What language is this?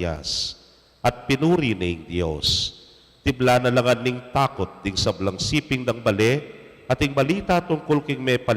Pampanga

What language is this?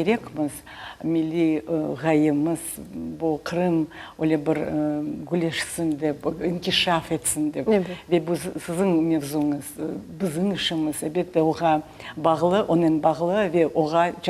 Crimean Tatar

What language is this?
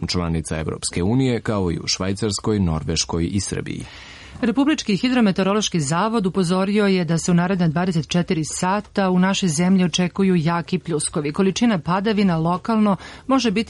Serbian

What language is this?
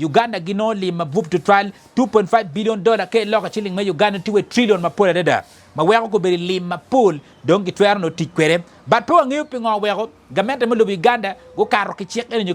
Acoli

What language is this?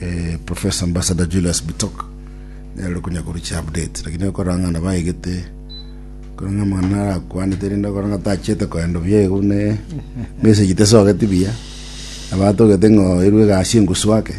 Gusii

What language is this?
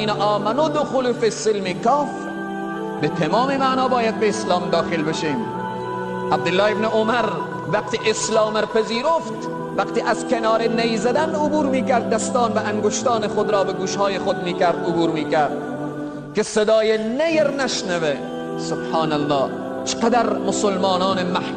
Persian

